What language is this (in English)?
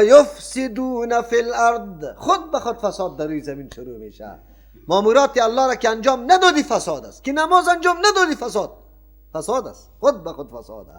Persian